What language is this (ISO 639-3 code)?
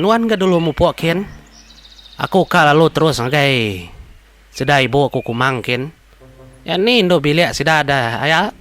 iba